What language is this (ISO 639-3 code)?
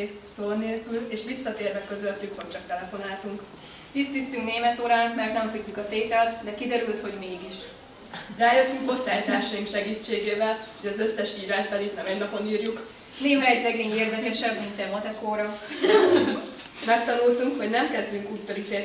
hun